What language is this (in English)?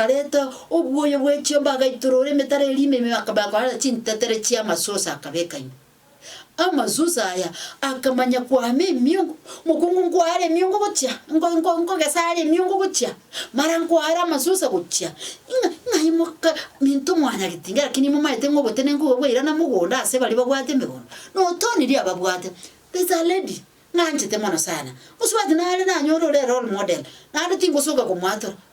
Gusii